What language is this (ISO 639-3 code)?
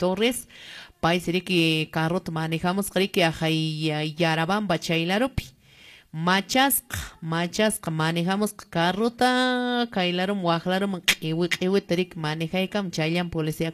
que